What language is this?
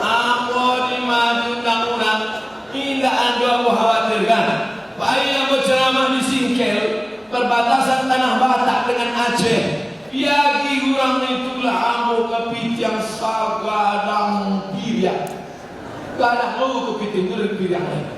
Minangkabau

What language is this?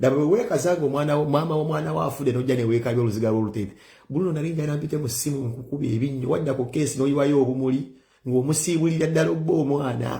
Ganda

